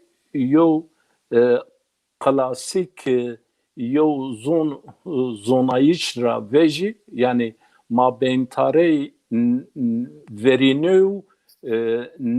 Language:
Zaza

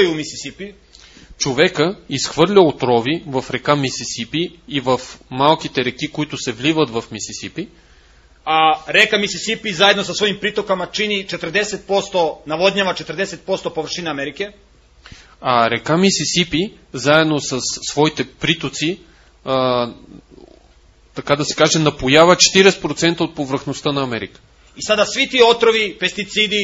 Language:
Bulgarian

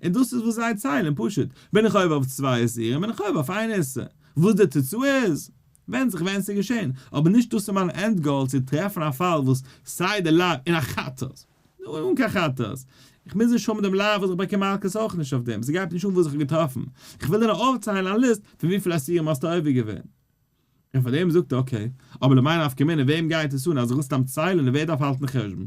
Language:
Yiddish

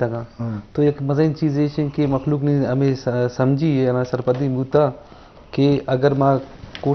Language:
Eastern Balochi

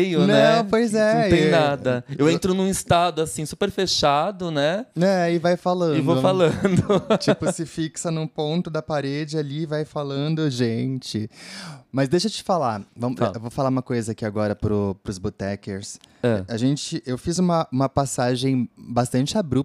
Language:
Portuguese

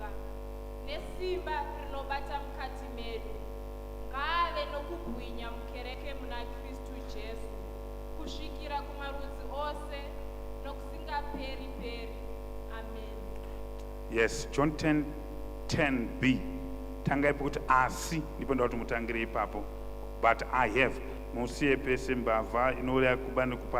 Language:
Shona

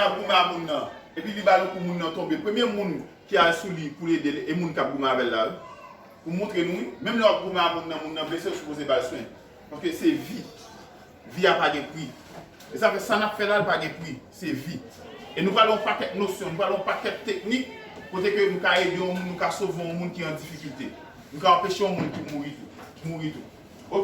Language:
Haitian Creole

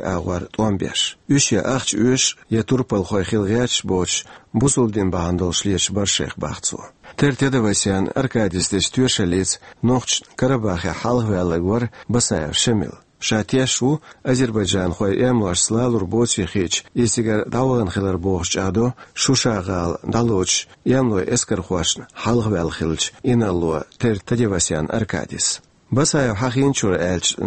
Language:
Chechen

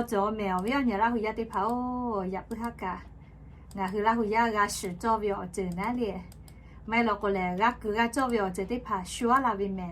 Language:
Lahu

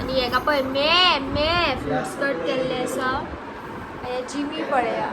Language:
Konkani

